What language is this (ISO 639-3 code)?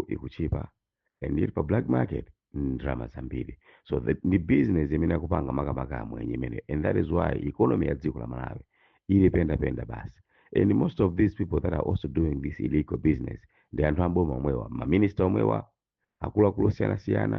nya